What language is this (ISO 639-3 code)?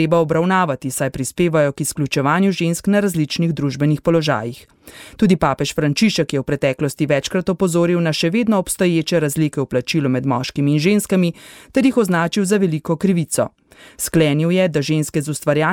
slv